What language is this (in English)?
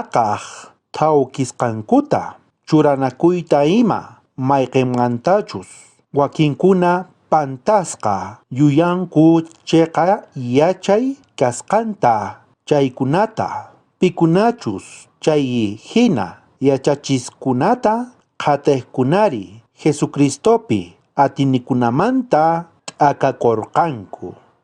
South Bolivian Quechua